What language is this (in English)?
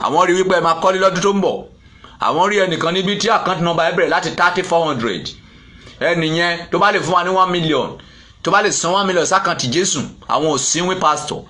Yoruba